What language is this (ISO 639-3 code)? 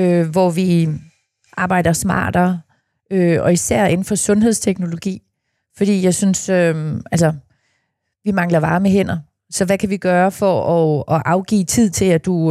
dan